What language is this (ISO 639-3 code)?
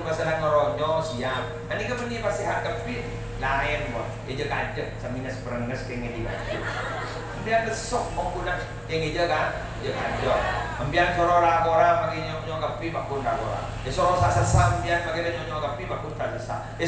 mad